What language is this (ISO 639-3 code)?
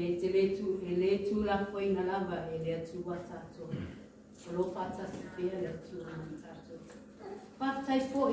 mri